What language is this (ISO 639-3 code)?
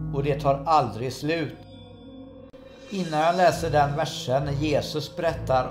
swe